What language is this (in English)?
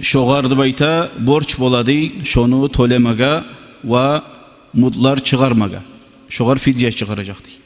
Kumyk